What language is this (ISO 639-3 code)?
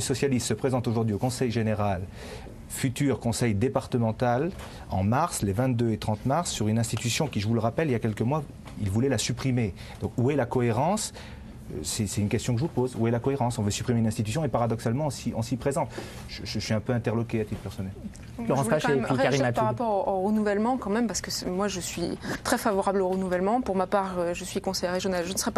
fra